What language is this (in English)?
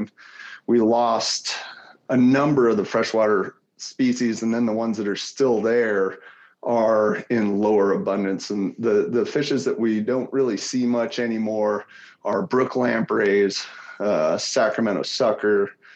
English